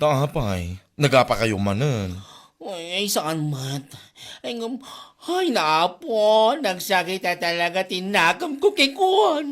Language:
Iloko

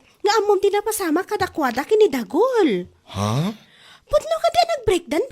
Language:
Iloko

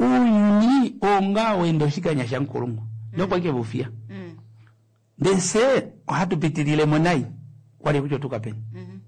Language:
Kuanyama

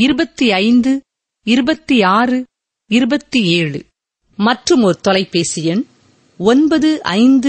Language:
Tamil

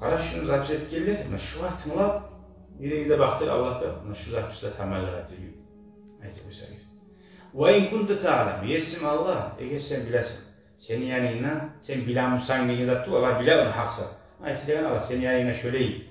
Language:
Kumyk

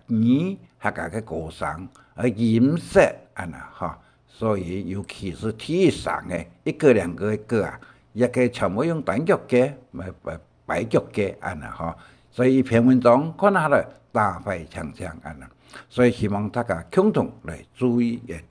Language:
Hakka Chinese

